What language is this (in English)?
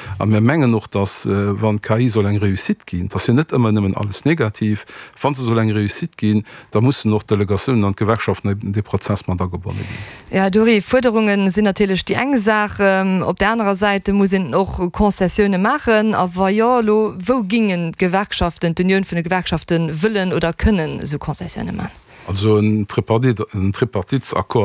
Luxembourgish